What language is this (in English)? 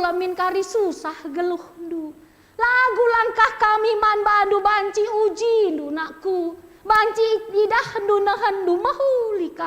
Batak Karo